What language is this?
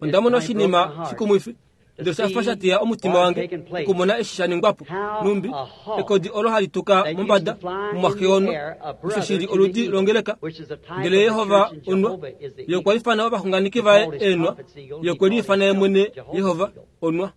Kuanyama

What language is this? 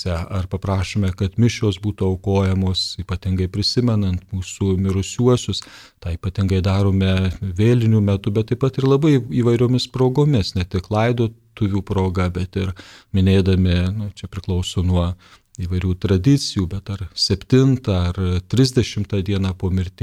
Lithuanian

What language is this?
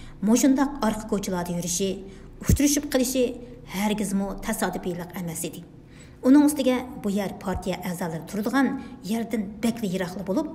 Uyghur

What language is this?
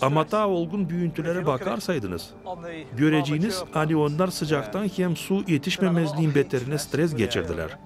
Gagauz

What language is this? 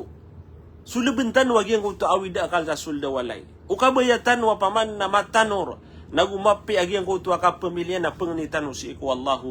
Maranao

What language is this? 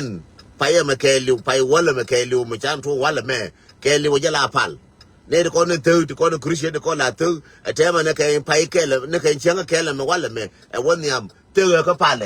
Nuer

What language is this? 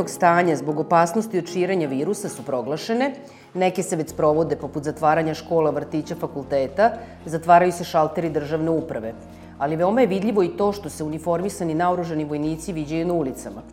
Serbian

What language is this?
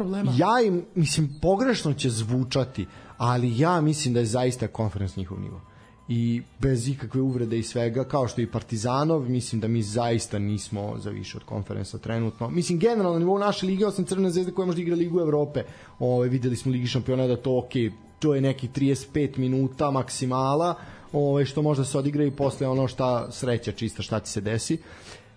Serbian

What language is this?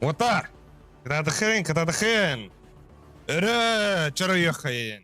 Yakut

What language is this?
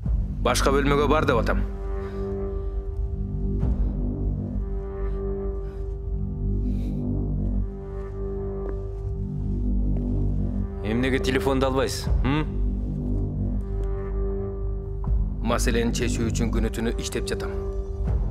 Kyrgyz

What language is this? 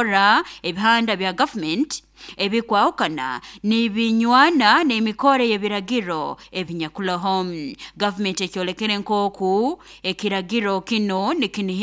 Nyoro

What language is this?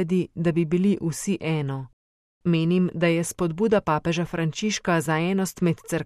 Slovenian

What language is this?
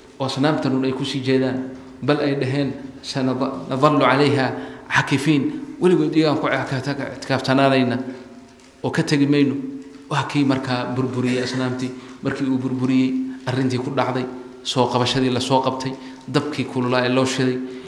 Somali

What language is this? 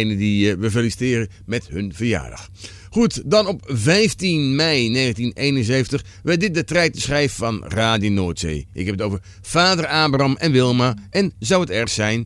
Dutch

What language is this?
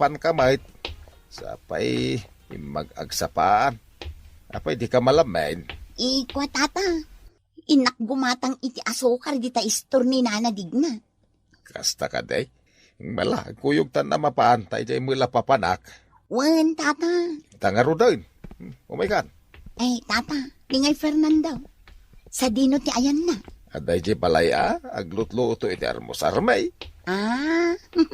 Iloko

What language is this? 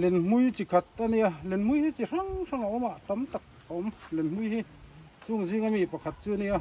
Mizo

